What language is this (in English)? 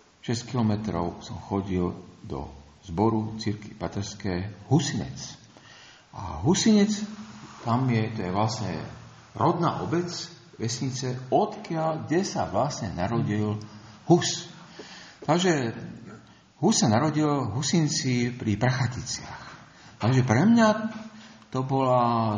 Slovak